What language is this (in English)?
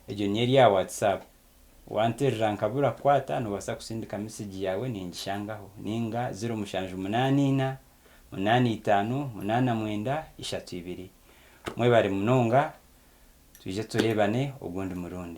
Nyankole